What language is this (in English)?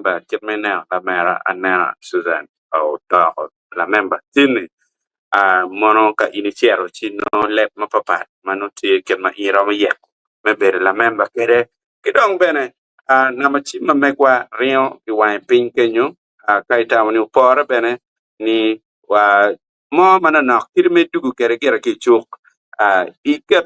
Acoli